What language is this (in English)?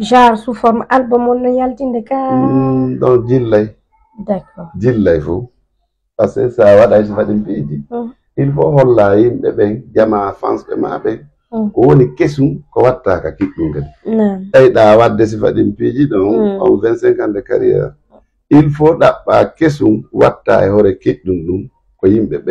Fula